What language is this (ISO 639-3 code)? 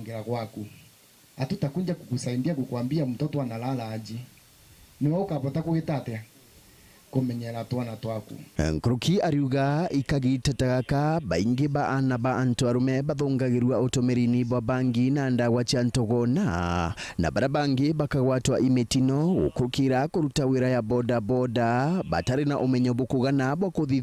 mer